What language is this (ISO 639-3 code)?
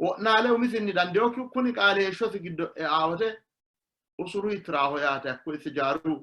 sid